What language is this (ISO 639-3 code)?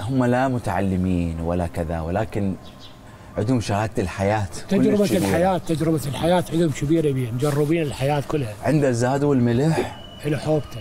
acm